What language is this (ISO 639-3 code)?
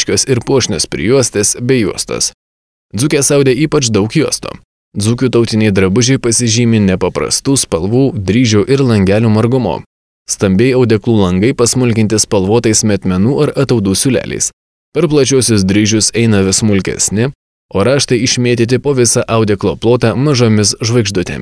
lit